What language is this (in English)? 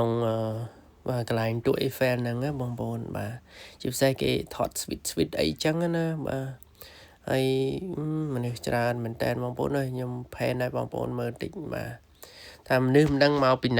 Khmer